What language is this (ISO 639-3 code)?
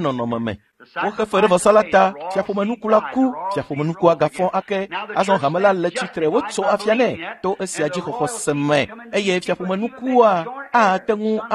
ewe